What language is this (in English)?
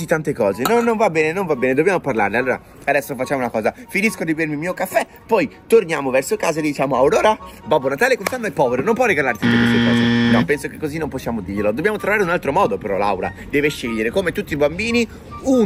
Italian